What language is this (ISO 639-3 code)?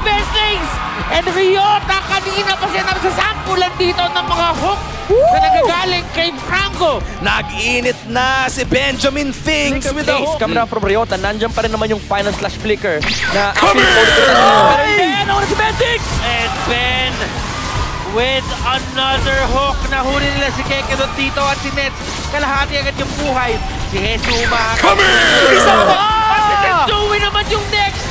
fil